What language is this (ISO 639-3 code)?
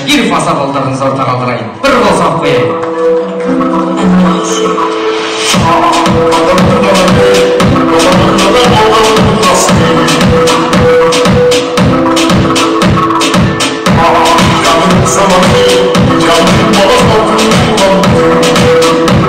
kaz